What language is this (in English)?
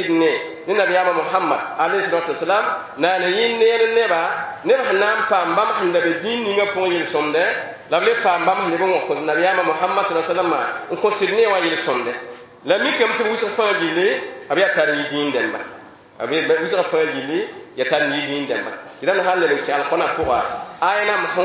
Mossi